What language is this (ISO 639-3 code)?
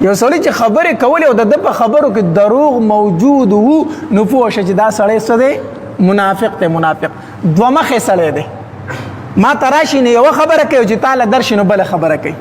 pus